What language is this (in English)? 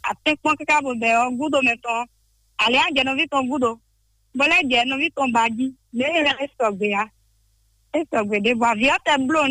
Fon